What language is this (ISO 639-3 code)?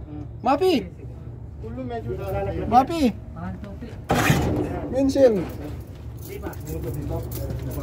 fil